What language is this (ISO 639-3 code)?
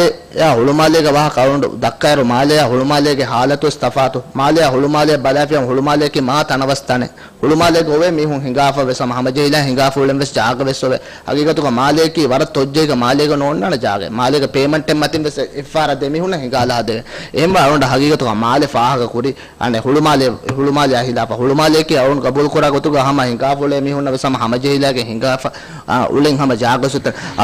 div